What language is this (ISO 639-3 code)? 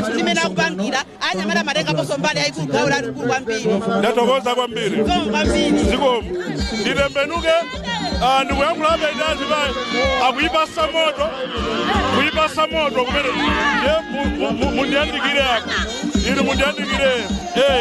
nya